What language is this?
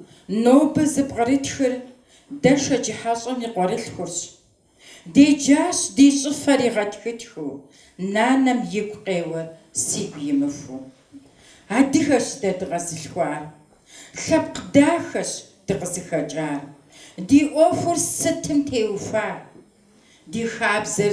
Kabardian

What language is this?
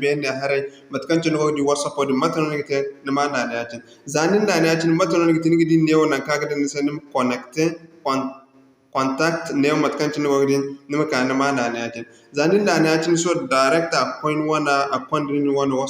Zarma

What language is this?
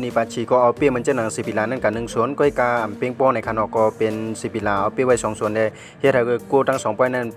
Shan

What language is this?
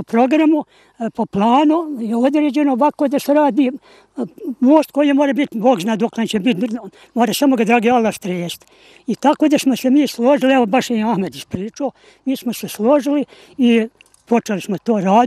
Croatian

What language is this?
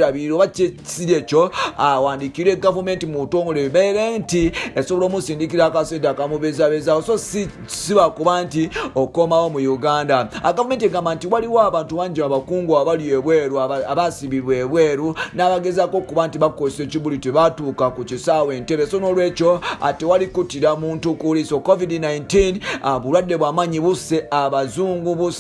Ganda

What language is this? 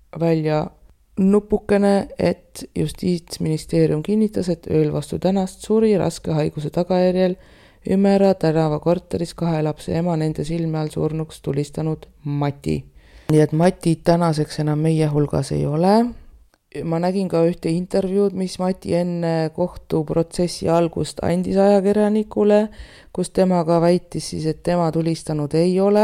Estonian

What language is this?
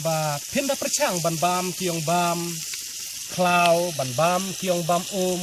Khasi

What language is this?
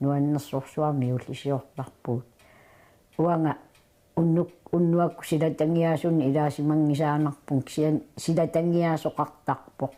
Kalaallisut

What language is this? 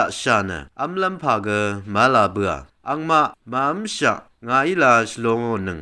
Rawang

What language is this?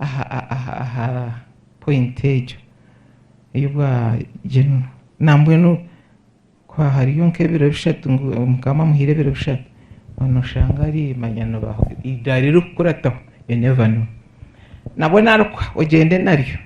Nyankole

